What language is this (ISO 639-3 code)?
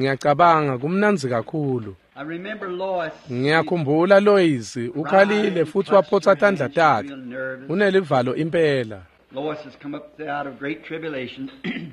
ssw